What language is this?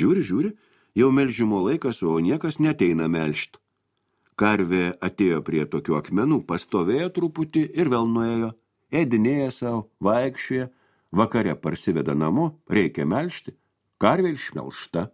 Lithuanian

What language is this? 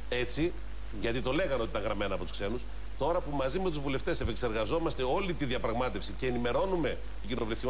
Greek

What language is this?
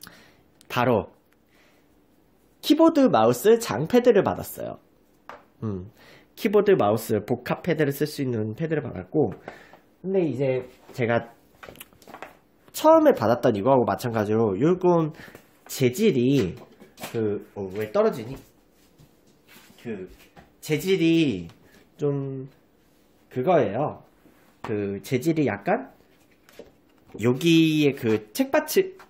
Korean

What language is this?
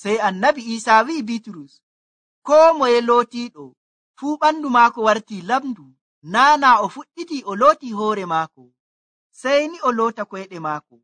Nigerian Fulfulde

